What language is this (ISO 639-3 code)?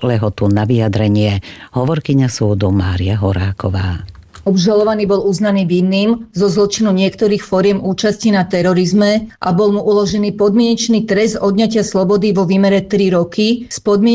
slk